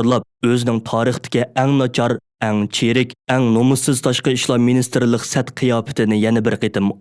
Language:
Uyghur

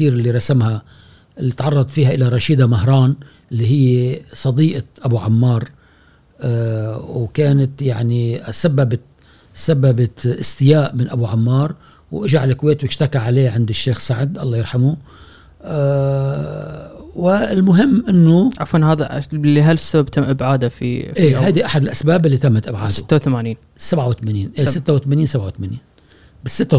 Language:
Gulf Arabic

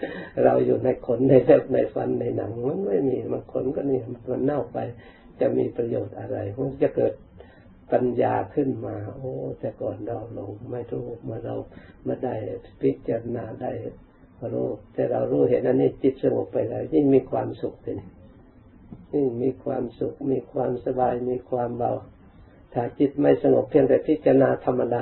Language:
Thai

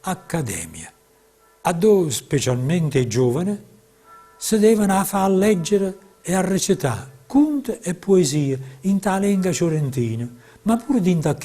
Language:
Neapolitan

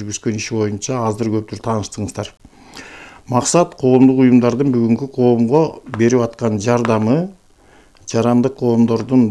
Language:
Kyrgyz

